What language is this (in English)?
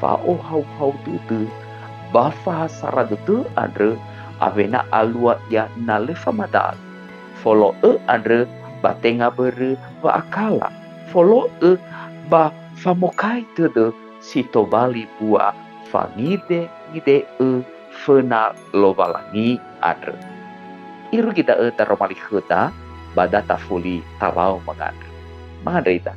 Nias